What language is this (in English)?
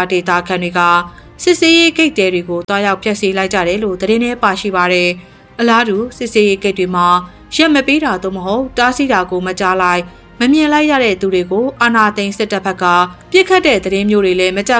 Burmese